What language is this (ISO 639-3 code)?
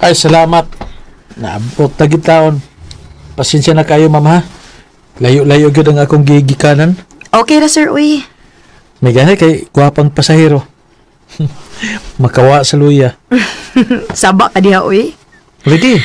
ceb